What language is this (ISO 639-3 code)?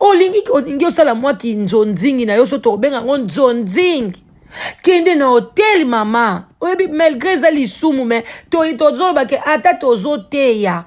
lin